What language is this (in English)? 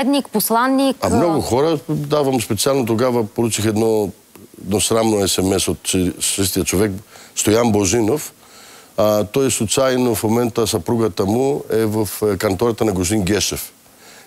Bulgarian